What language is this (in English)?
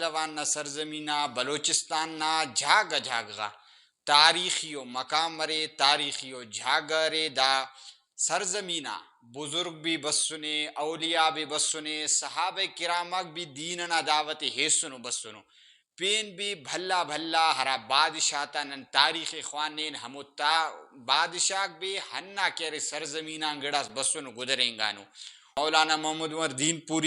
Brahui